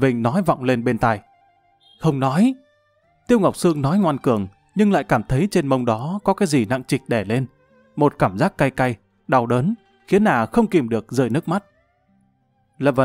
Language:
Vietnamese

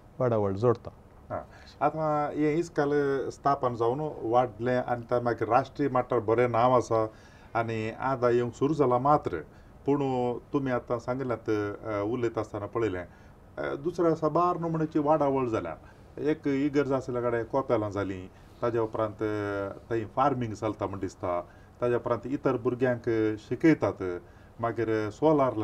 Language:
Konkani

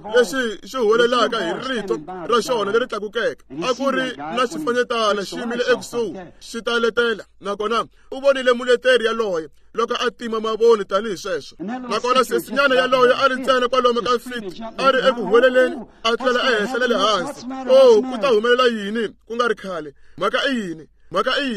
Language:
Tsonga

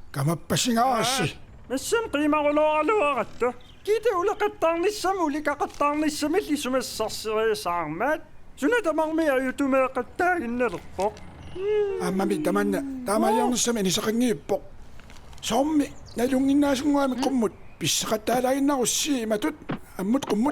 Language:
Kalaallisut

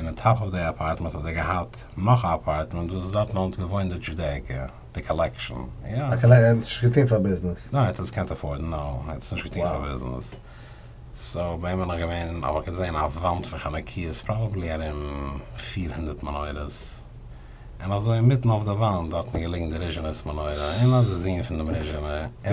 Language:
Yiddish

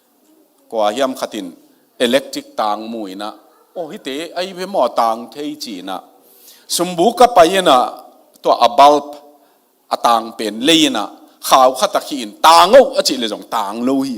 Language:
Tedim Chin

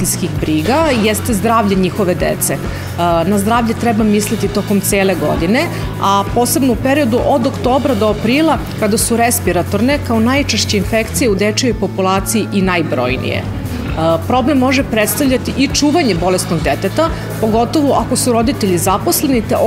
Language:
Serbian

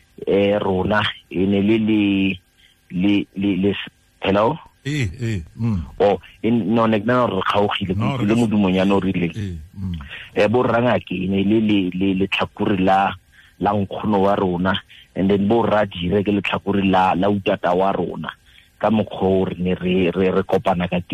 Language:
Tswana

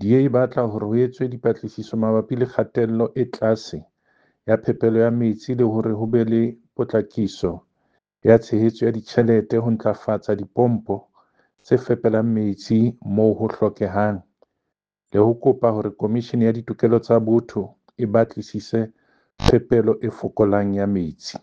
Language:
Southern Sotho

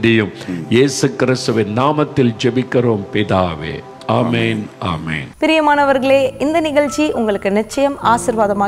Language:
Tamil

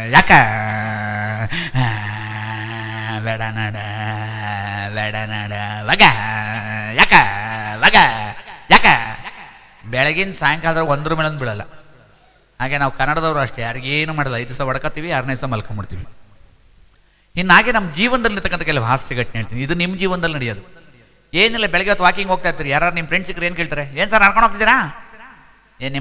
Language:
Kannada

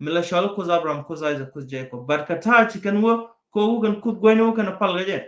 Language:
Nuer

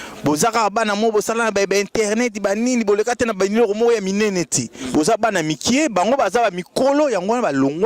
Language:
Lingala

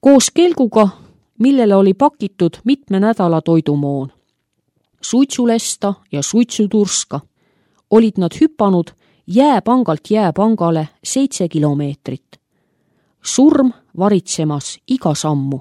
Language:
Estonian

